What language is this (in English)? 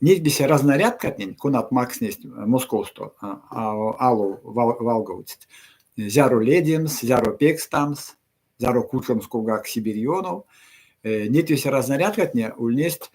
Erzya